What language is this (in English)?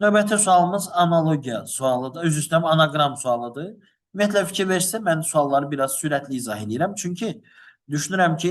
Azerbaijani